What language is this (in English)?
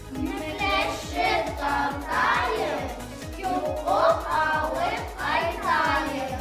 Bashkir